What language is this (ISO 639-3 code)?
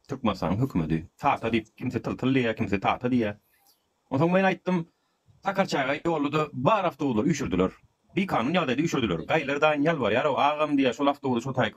tuk